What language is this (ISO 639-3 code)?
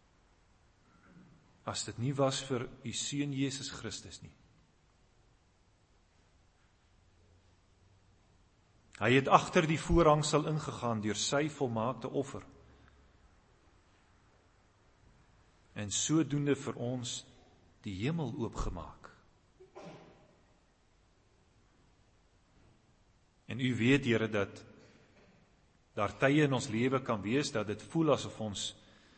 afr